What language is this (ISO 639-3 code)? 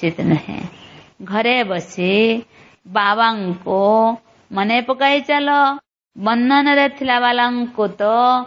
ori